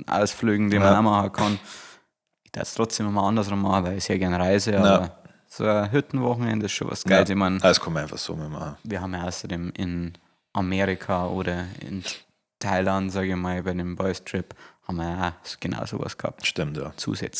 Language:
Bavarian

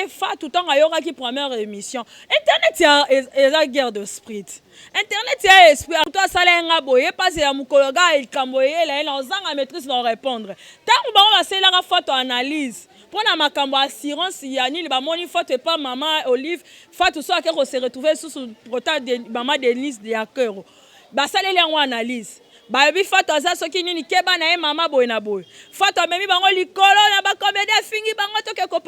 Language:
Lingala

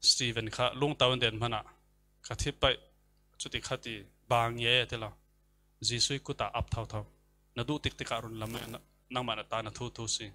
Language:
Falam Chin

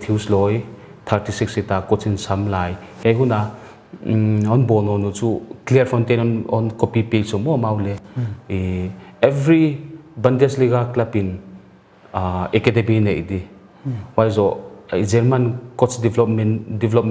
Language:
Paite Chin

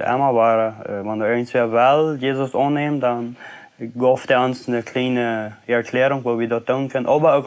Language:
Plautdietsch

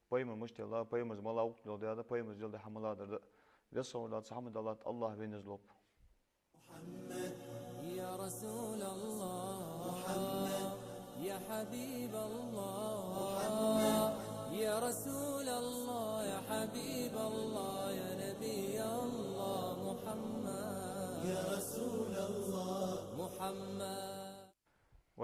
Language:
Ingush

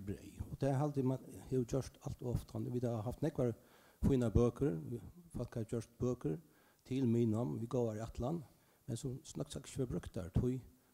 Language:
Faroese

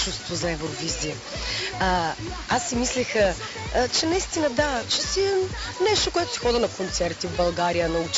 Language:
Bulgarian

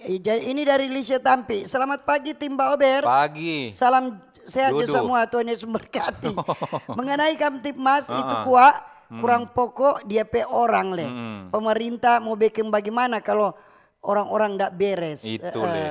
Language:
Manado Malay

